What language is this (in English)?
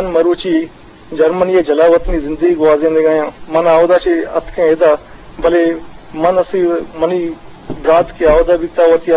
Eastern Balochi